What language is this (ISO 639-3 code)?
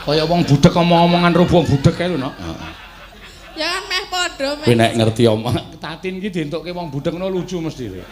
jav